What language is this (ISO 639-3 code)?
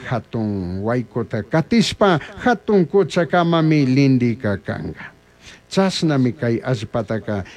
qug